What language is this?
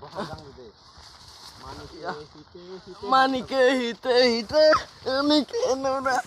Kok Borok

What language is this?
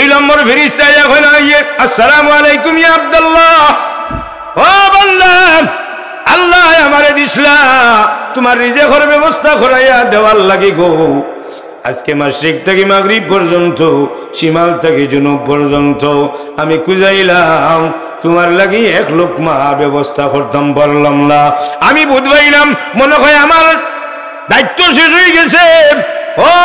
Sylheti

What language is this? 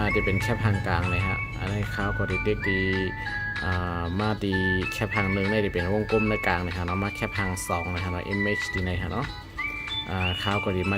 Shan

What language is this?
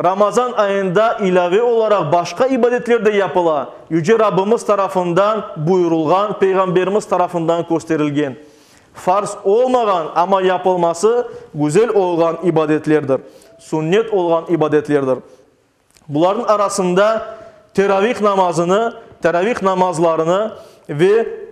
Crimean Tatar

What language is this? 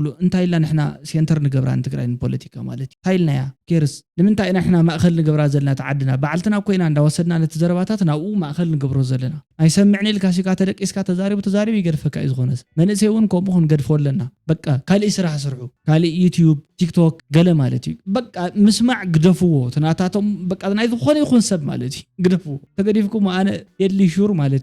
Tigrinya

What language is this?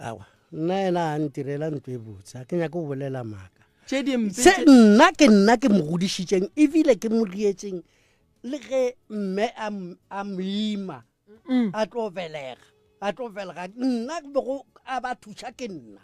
Northern Sotho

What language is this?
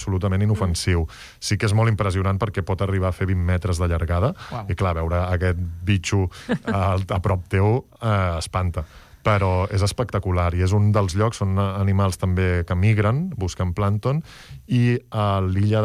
Catalan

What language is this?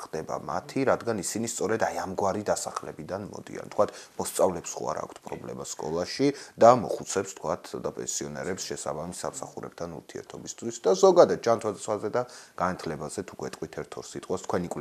Georgian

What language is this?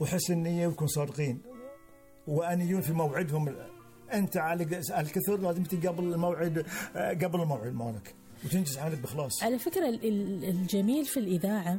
Gulf Arabic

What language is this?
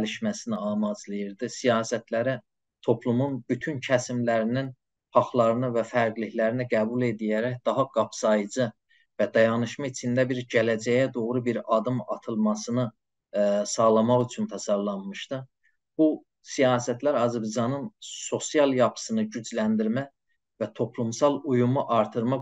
South Azerbaijani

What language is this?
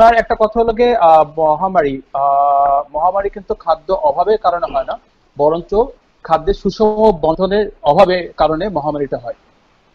Bangla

